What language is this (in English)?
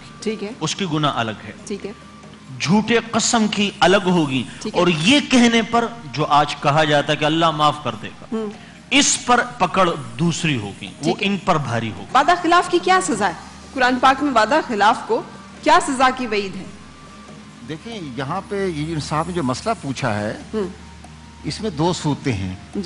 Urdu